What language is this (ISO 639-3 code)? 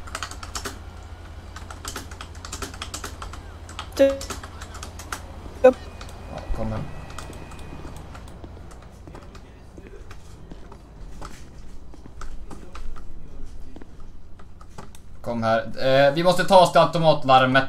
swe